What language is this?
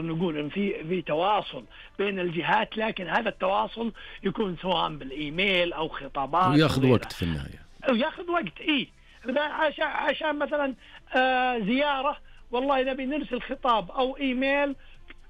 Najdi Arabic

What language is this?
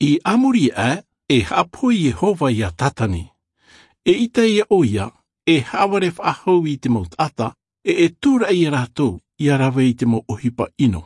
Tahitian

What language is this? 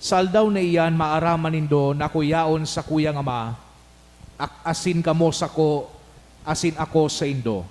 Bikol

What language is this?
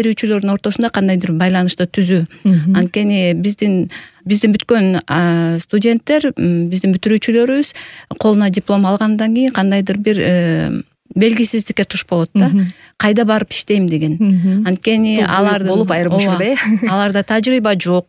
Kyrgyz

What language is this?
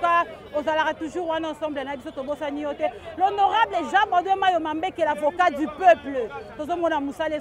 Lingala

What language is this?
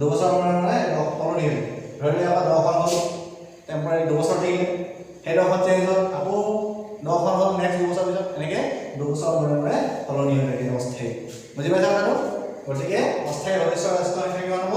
Assamese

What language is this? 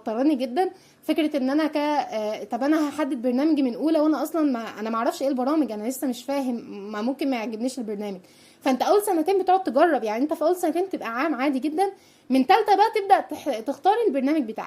Egyptian Arabic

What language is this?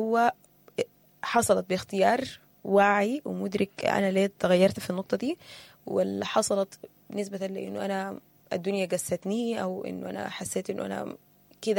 Sudanese Arabic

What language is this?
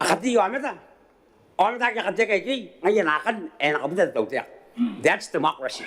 Gilbertese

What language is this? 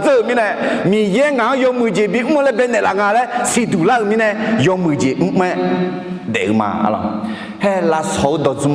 Akha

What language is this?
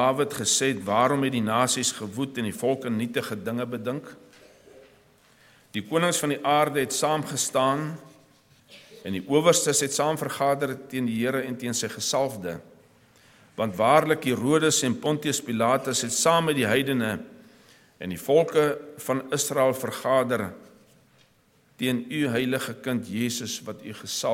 Afrikaans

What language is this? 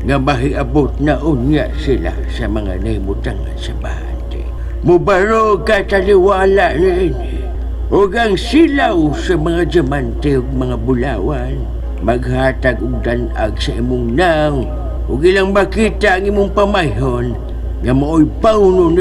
Cebuano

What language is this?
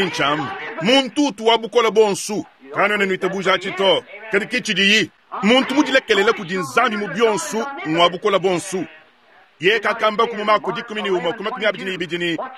Luba-Lulua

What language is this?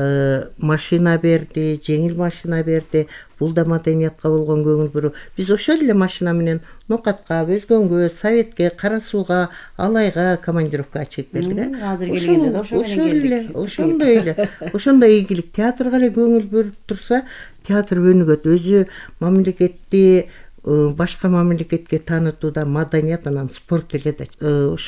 Kyrgyz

